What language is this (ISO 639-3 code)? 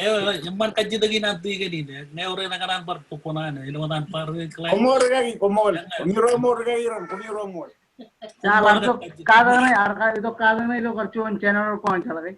mah